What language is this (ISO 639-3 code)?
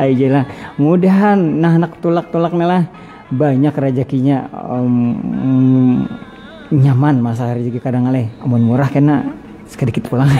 bjn